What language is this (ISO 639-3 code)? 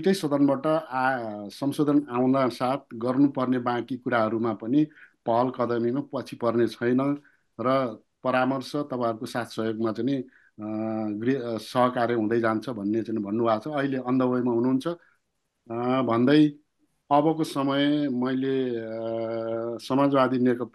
nep